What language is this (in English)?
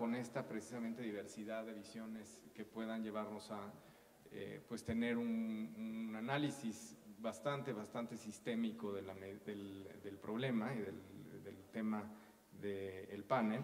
Spanish